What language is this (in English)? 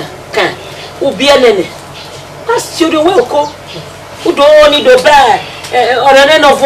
Bini